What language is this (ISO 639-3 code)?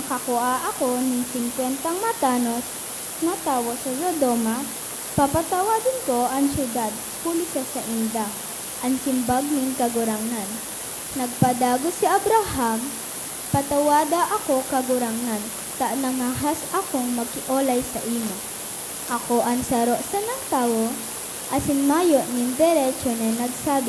bik